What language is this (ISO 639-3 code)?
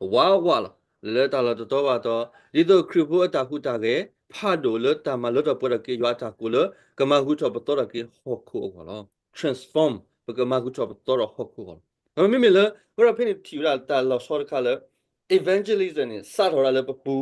ksw